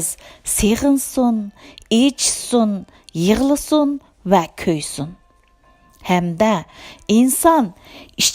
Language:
Uyghur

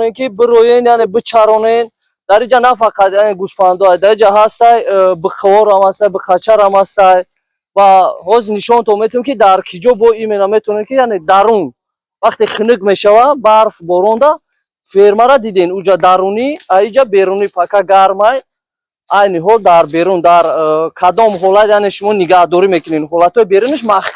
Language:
Tajik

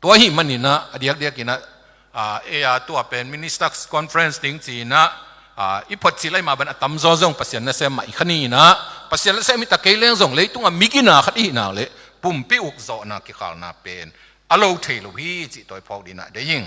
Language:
Tedim Chin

